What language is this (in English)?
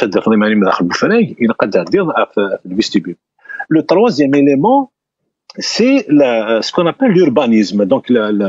Kabyle